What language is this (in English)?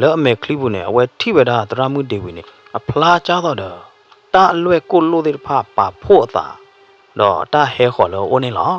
S'gaw Karen